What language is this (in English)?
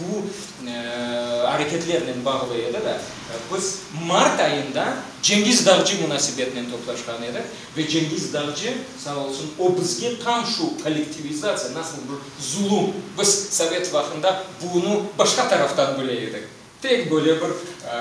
Crimean Tatar